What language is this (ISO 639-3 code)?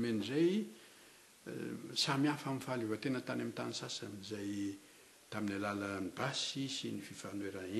mlg